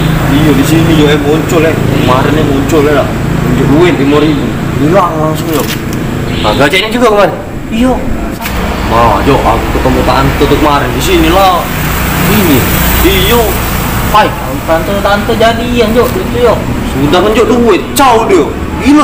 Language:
Musi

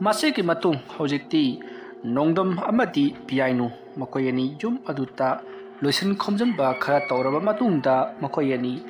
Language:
Manipuri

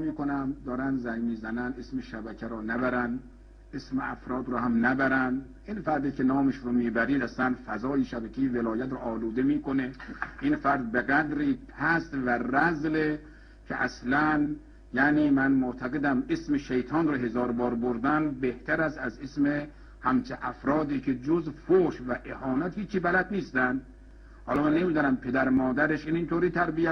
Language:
Persian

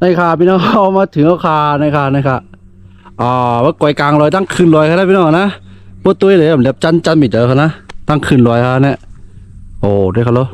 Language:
Shan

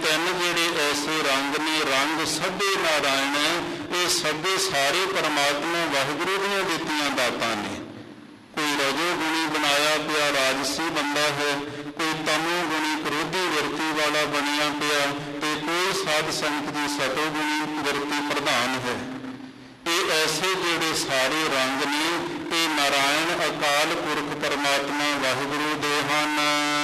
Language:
Punjabi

